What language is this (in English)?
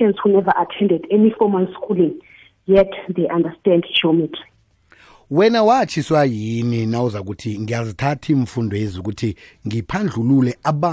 South Ndebele